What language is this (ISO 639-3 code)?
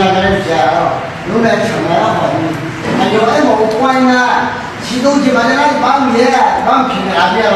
ahk